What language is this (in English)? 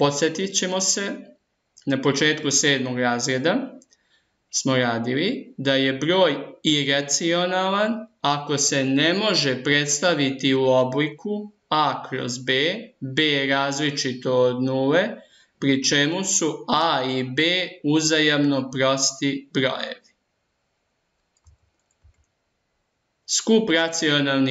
Serbian